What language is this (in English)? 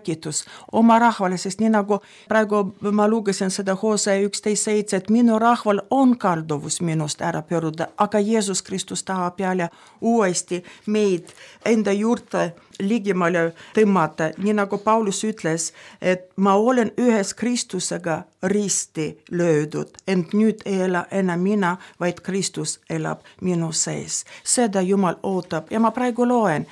Estonian